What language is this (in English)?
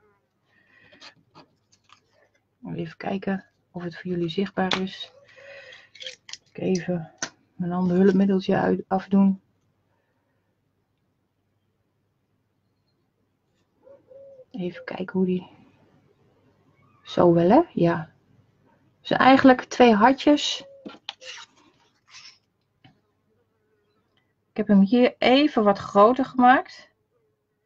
Dutch